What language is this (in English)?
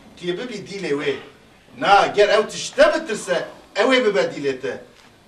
Kurdish